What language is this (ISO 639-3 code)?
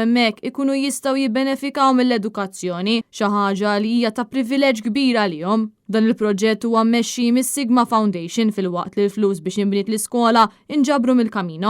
mlt